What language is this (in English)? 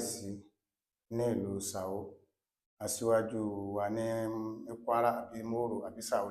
Yoruba